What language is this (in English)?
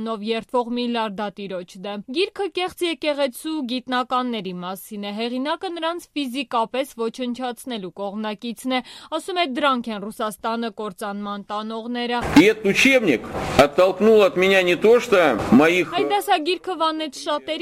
Armenian